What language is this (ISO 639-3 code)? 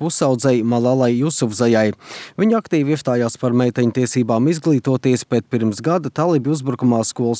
lav